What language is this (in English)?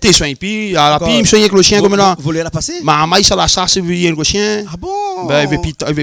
Réunion Creole French